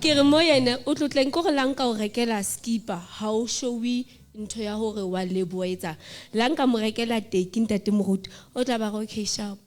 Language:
Southern Sotho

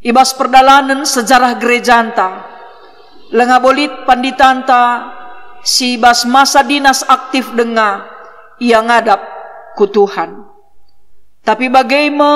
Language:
Batak Karo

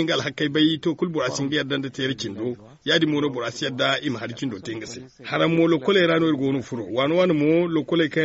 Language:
Zarma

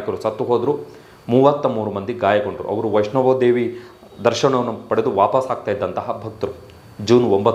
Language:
Kannada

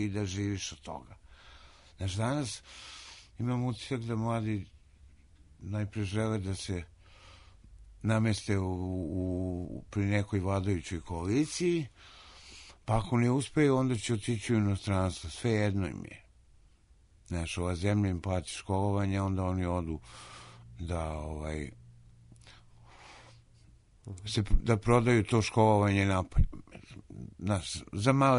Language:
Serbian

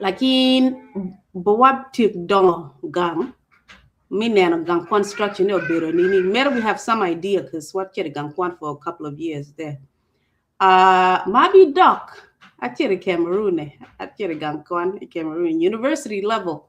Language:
Acoli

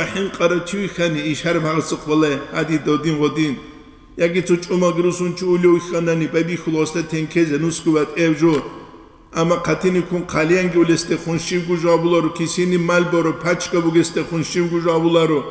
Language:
Avaric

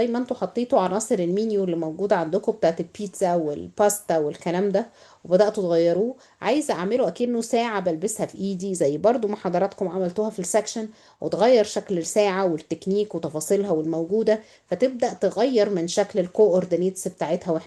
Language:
Egyptian Arabic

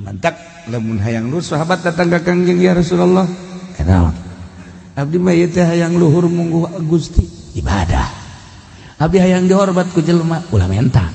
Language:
Sundanese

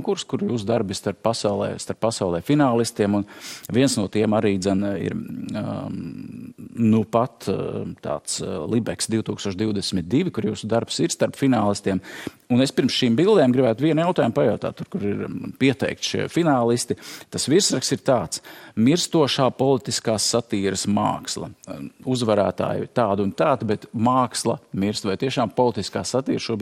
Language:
Latvian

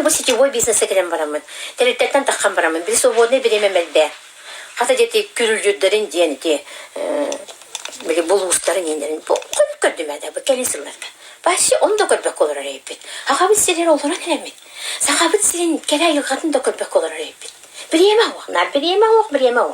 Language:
Yakut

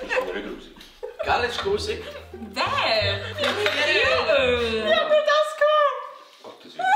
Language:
Swiss German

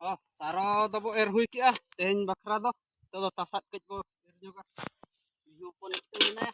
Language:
Santali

